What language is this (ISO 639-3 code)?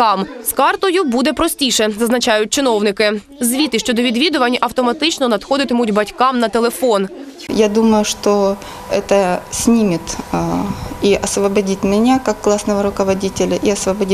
ukr